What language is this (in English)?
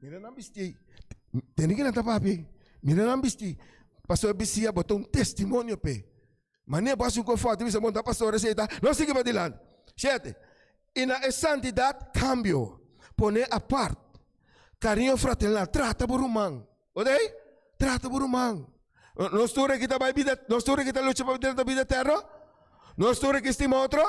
Papiamento